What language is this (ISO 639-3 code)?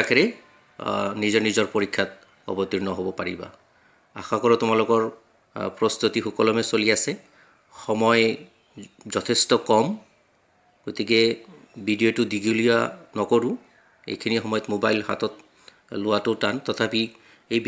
asm